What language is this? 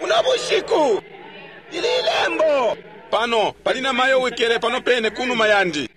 Bemba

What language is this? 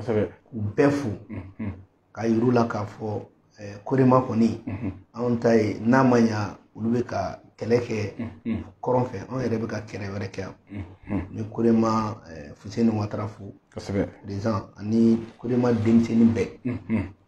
Bambara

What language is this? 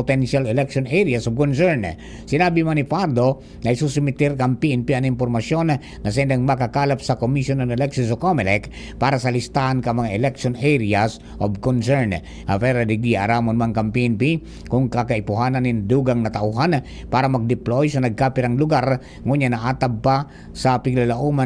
Bikol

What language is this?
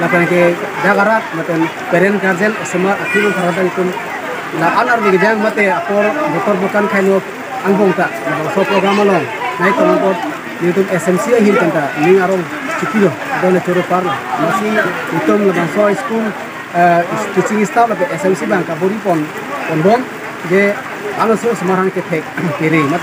Karbi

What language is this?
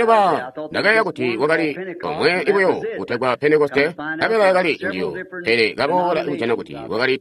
Tonga (Zambia)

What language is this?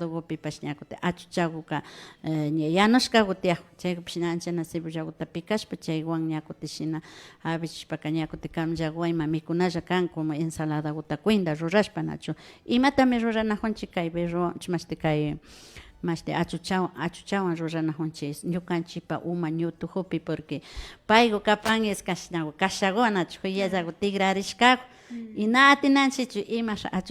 Imbabura Highland Quichua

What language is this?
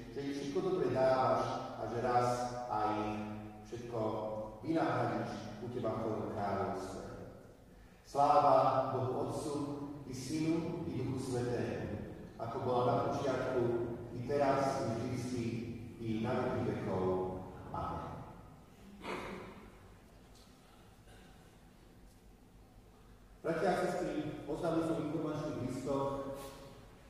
Slovak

